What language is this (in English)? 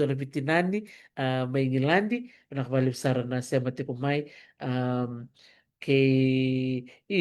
Fijian